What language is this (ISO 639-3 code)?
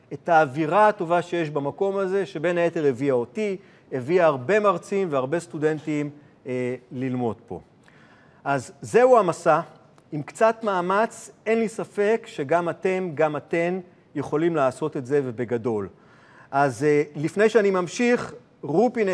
heb